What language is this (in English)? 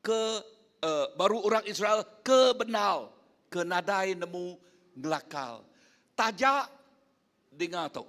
Iban